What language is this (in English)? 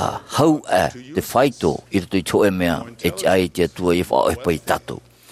Tahitian